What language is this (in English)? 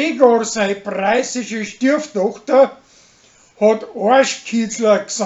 Bavarian